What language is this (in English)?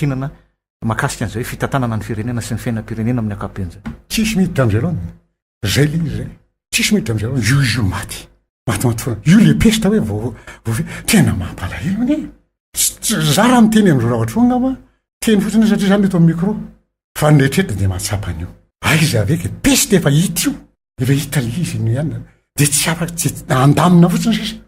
Malagasy